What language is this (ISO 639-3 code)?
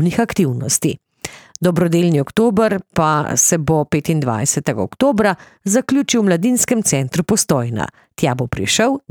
slv